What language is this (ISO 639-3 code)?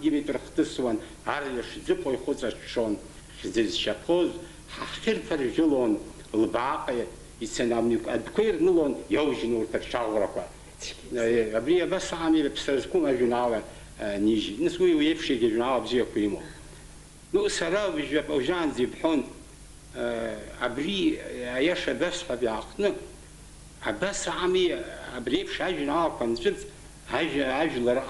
abk